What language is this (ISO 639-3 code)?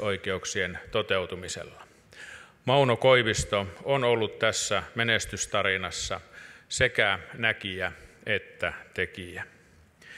fin